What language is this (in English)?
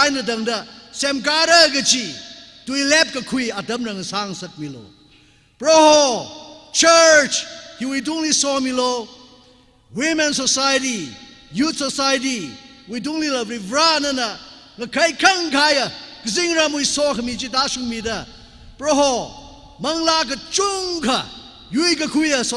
Tangkhul Naga (India)